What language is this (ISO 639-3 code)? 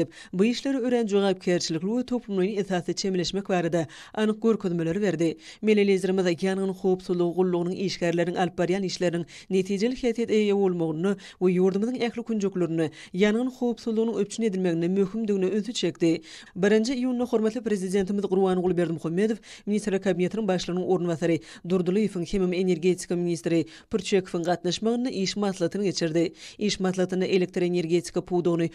tuk